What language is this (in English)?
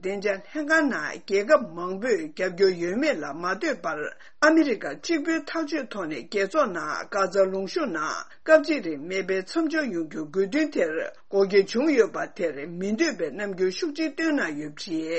Tibetan